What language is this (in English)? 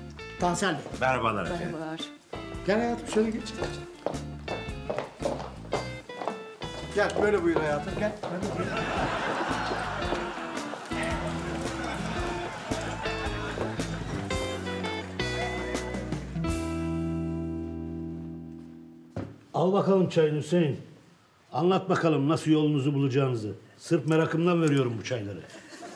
Turkish